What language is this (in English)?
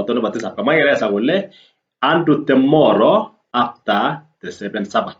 Kalenjin